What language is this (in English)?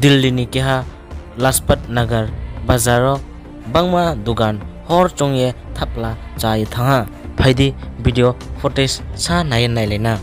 Riang (India)